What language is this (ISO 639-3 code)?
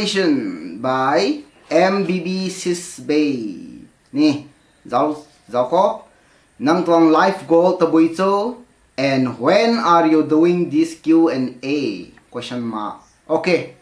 nbu